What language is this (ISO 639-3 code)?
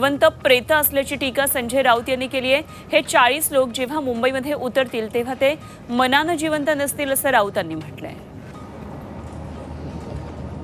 mar